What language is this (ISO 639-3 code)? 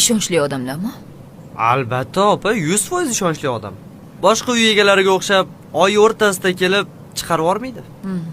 uzb